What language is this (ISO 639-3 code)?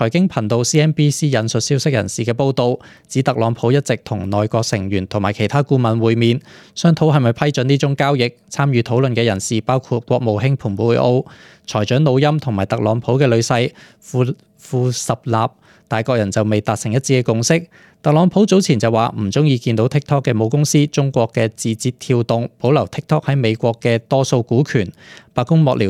yue